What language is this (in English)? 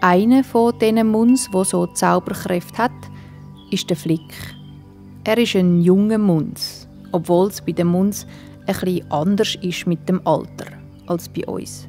Swiss German